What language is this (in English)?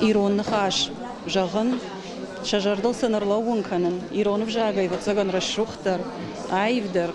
Ossetic